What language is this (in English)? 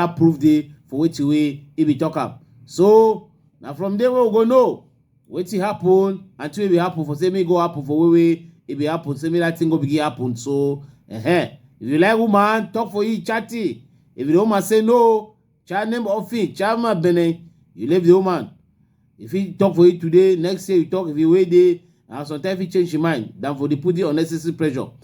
Cameroon Pidgin